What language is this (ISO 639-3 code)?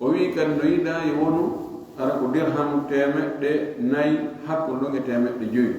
ful